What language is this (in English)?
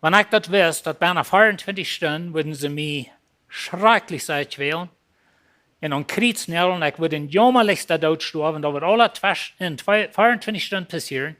Plautdietsch